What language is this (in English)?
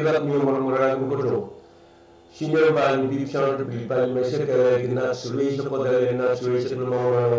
Pohnpeian